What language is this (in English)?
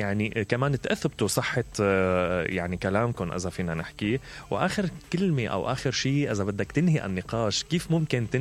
Mesopotamian Arabic